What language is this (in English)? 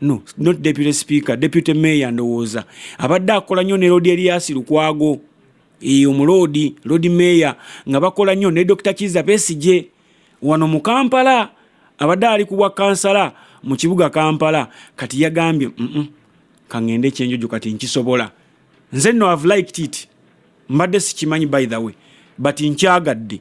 Ganda